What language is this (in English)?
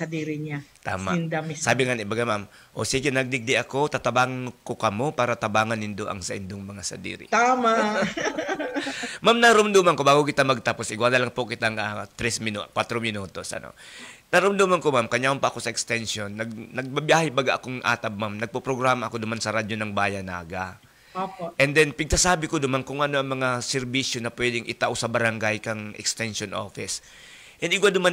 Bikol